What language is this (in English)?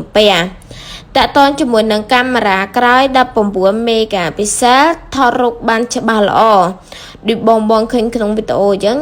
Khmer